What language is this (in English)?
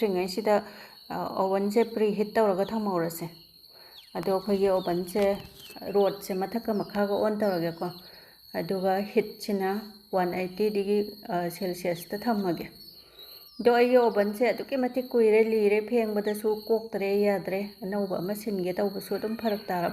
Manipuri